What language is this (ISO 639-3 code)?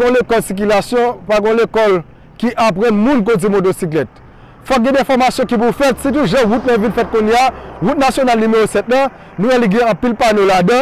hat